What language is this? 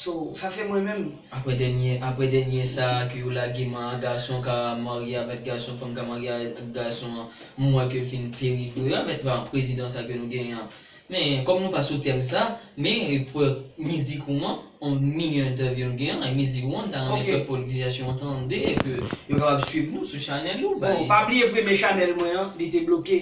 Haitian Creole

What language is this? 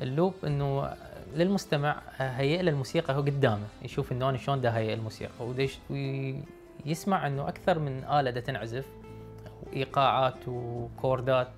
Mesopotamian Arabic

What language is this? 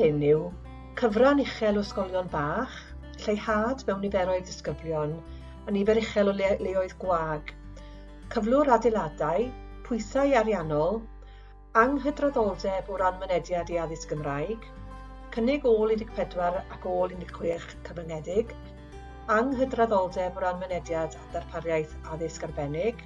Welsh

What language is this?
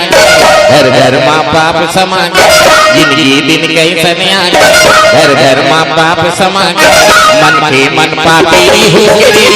Chhattisgarhi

